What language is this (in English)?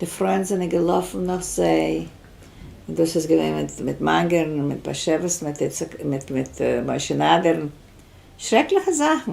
Yiddish